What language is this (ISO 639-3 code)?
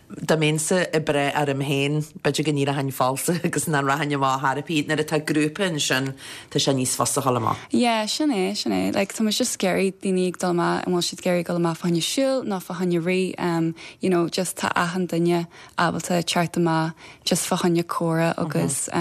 gle